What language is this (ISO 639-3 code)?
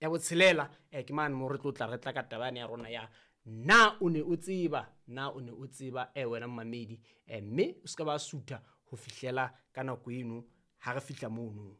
sot